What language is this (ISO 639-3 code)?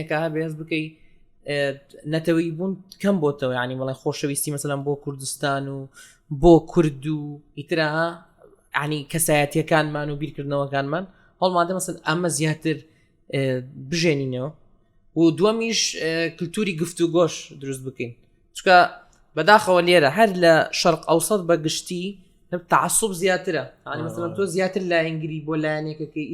ckb